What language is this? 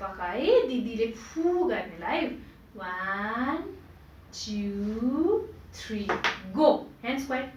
Nepali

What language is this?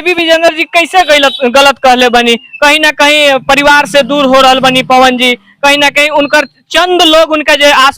Bhojpuri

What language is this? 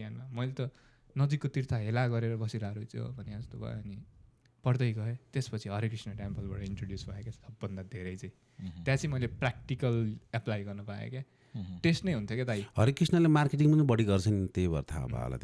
Nepali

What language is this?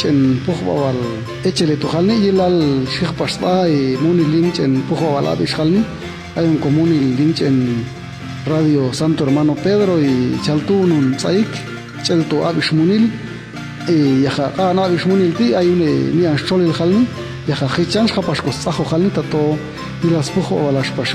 Popti'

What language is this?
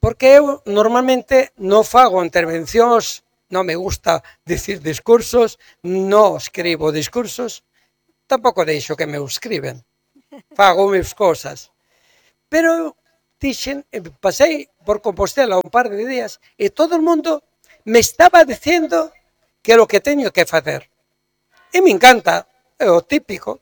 Galician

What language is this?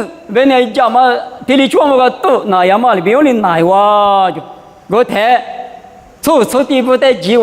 Lisu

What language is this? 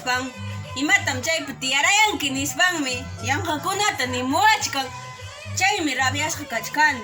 Ayacucho Quechua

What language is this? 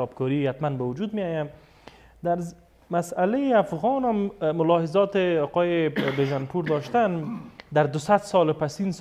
Pashto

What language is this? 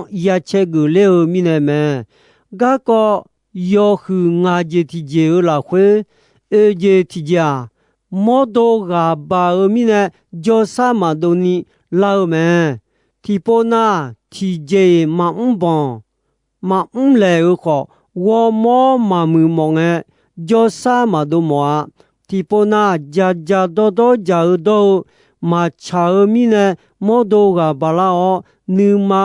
Akha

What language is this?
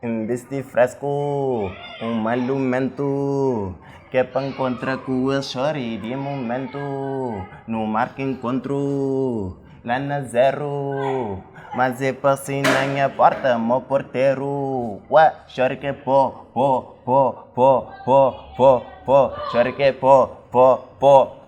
Kabuverdianu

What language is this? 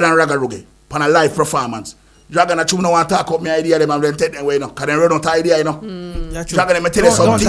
Jamaican Creole English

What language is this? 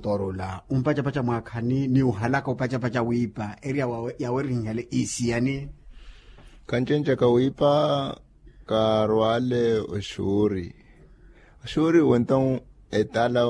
Makhuwa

